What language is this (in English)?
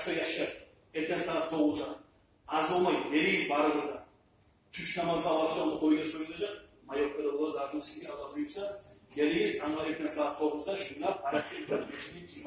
Kumyk